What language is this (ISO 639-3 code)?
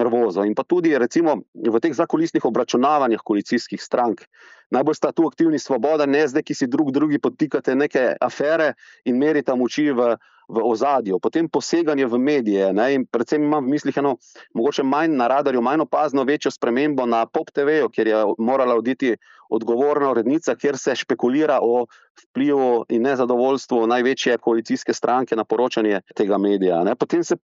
slv